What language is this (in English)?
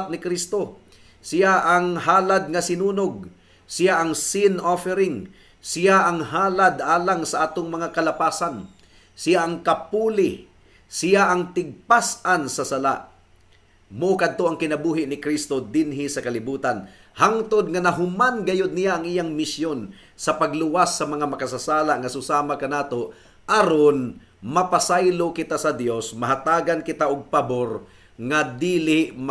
Cebuano